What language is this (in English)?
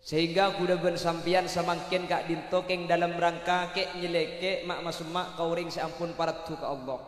Madurese